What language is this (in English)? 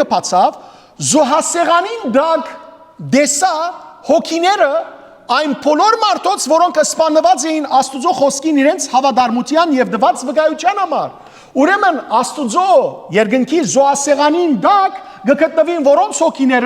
Western Armenian